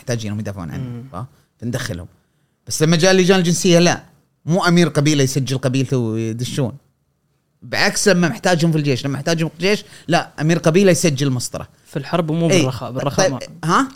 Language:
Gulf Arabic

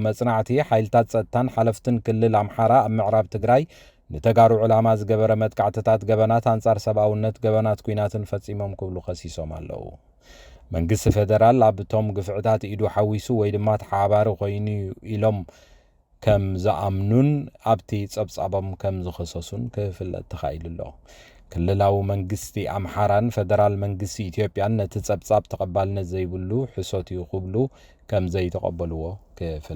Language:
Tigrinya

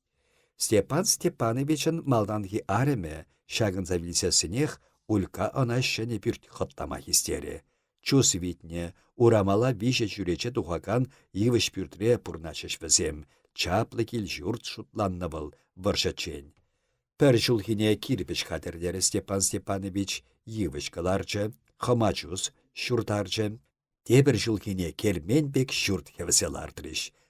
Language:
Chuvash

